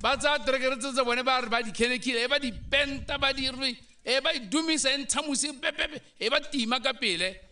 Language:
Tswana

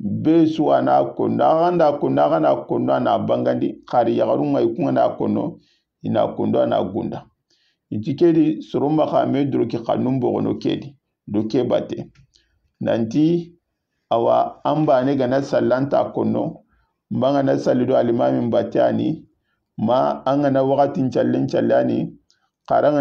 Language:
Soninke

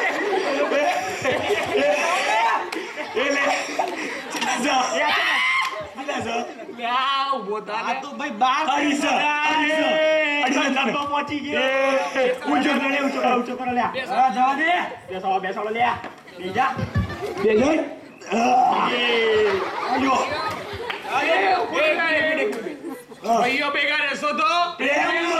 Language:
Gujarati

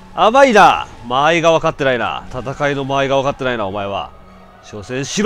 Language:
Japanese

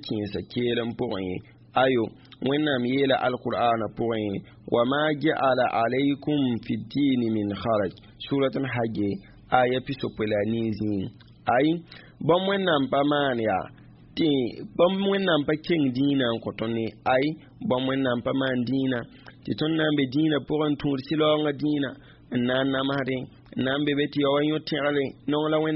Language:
Mossi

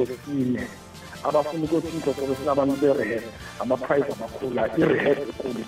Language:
South Ndebele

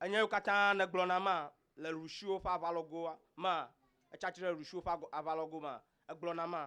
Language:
Ewe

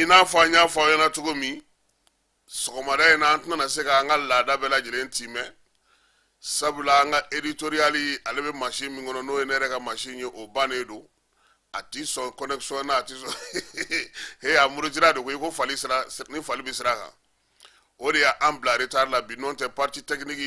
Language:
Bambara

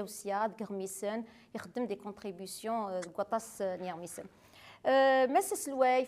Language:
Kabyle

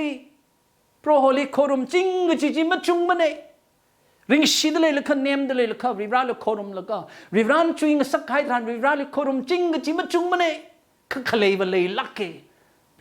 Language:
Tangkhul Naga (India)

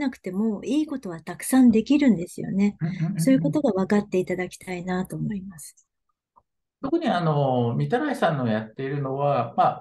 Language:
Japanese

